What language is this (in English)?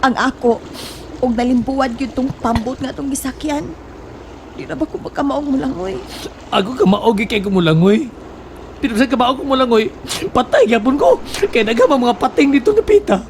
Cebuano